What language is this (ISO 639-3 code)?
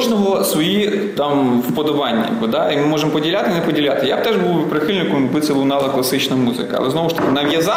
ukr